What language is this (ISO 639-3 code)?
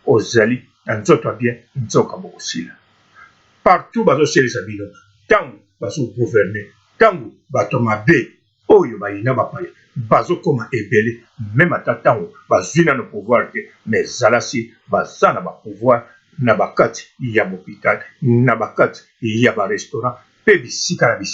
lin